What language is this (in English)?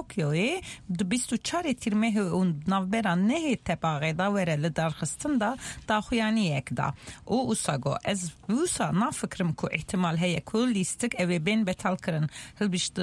Kurdish